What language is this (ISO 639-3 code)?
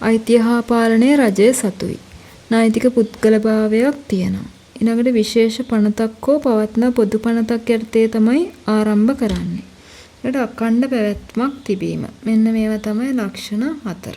sin